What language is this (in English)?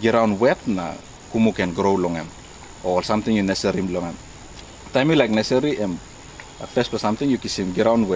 Tok Pisin